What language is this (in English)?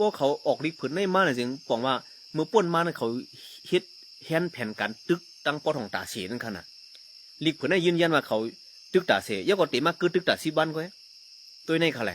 Shan